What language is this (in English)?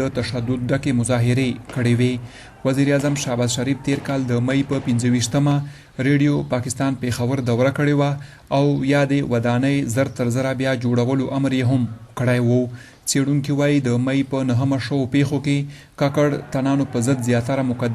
Pashto